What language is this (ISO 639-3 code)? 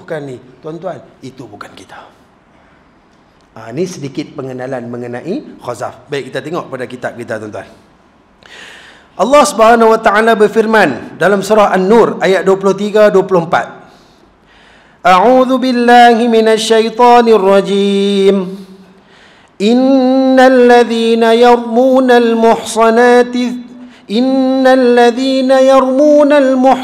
msa